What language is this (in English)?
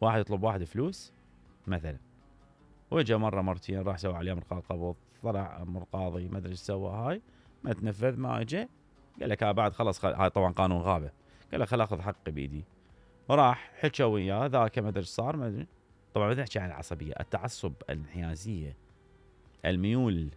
Mesopotamian Arabic